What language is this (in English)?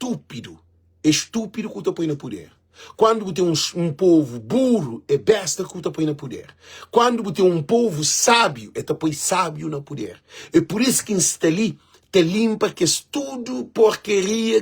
Kabuverdianu